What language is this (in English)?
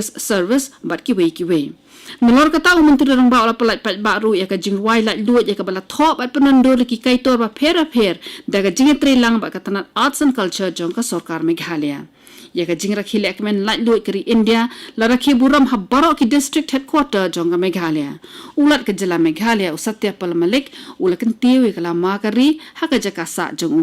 Khasi